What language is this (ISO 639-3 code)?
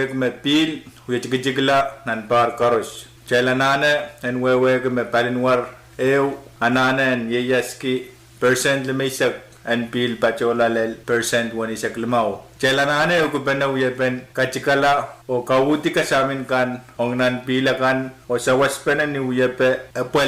pon